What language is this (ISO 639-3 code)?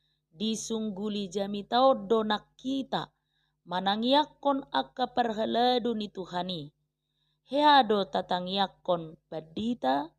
bbc